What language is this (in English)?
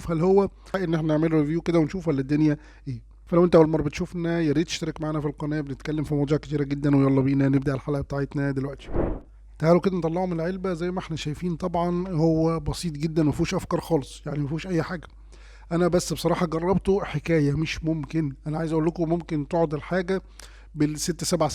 Egyptian Arabic